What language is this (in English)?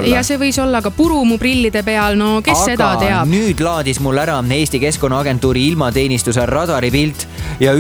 Estonian